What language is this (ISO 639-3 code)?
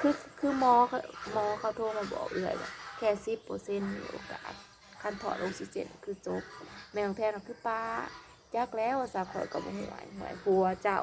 tts